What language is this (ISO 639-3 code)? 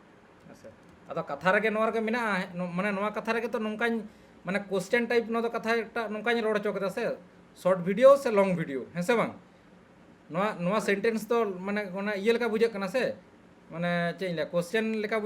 sat